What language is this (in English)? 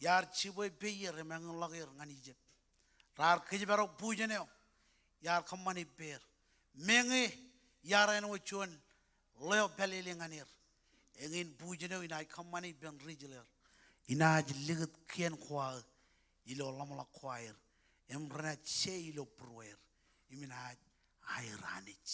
Marshallese